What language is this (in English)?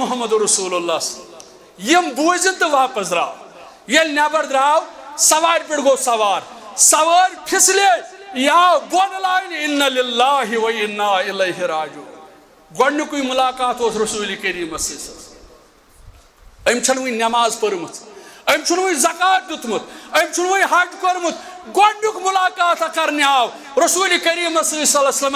Kashmiri